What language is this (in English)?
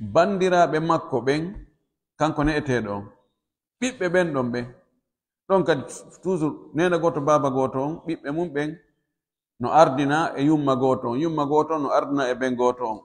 Pular